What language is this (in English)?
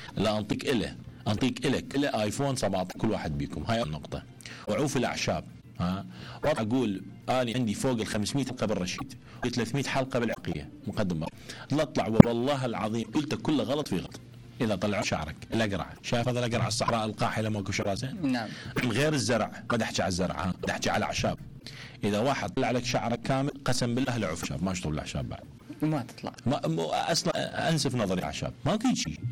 Mesopotamian Arabic